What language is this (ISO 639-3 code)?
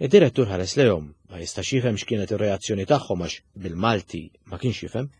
mlt